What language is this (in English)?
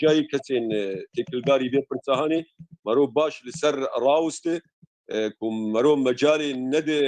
Kurdish